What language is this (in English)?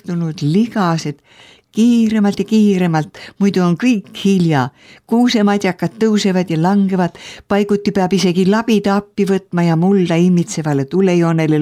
Estonian